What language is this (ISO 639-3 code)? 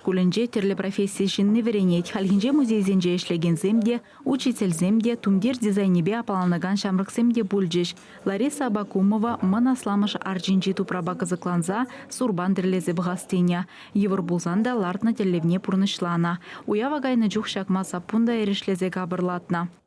chv